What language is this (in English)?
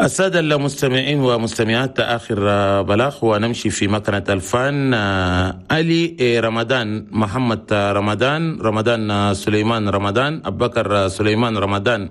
Chadian Arabic